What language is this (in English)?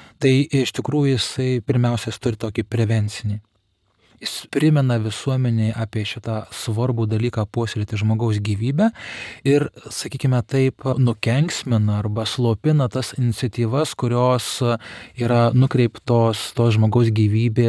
Lithuanian